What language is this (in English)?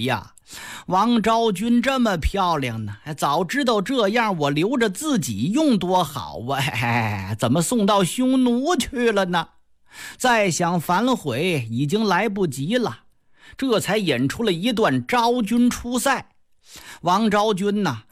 Chinese